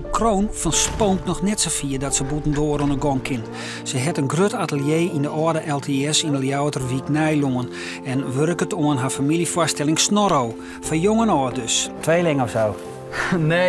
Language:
Western Frisian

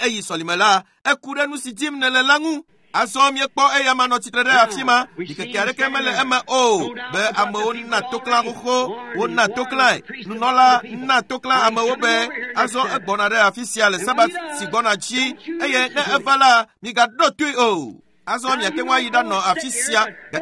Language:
Ewe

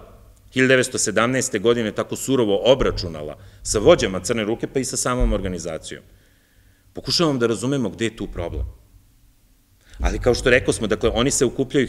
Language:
Serbian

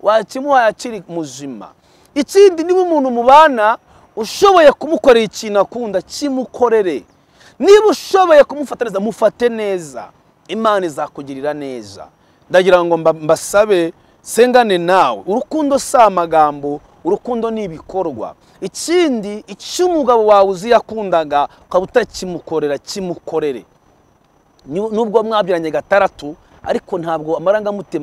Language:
Kinyarwanda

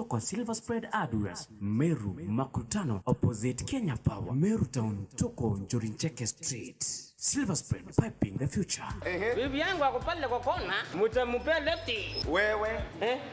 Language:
Meru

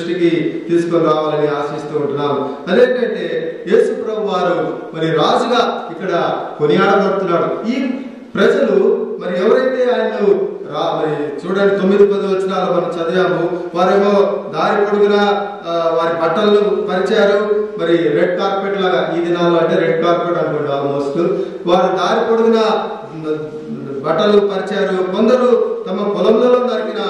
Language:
Telugu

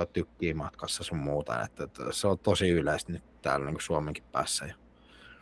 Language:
Finnish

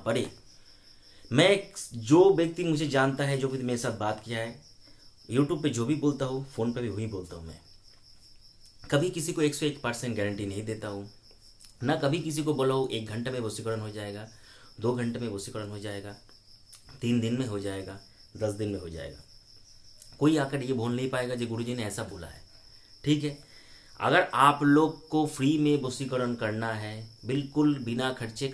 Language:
Hindi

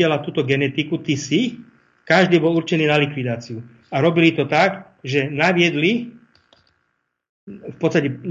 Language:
Slovak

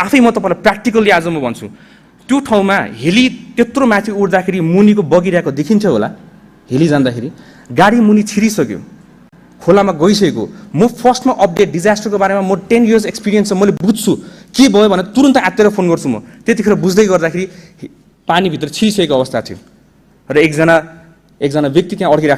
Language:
Nepali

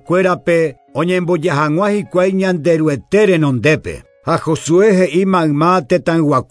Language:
Guarani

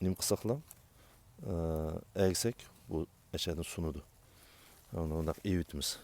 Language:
Uyghur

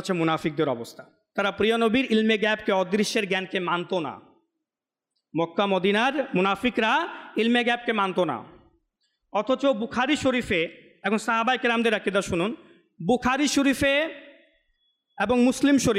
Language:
Bangla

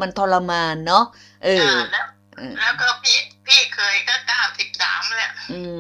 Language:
Thai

